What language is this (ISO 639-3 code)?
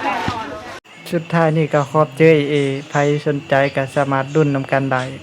lao